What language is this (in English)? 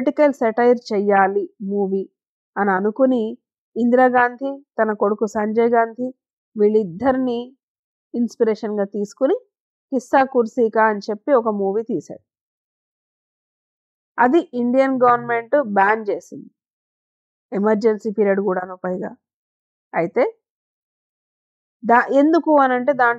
Telugu